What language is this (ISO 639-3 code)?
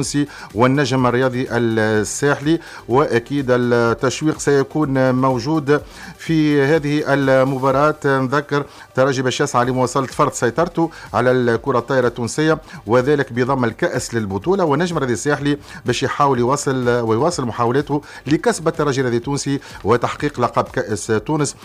aeb